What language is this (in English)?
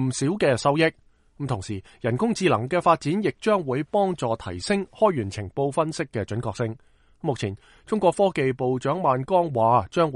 Cantonese